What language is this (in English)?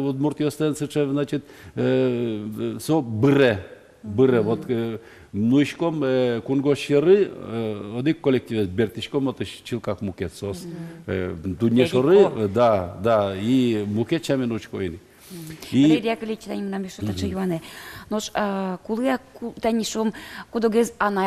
Udmurt